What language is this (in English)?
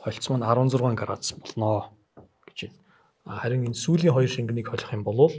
Mongolian